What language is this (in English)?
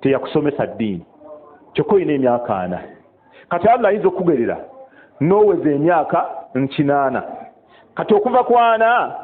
Ganda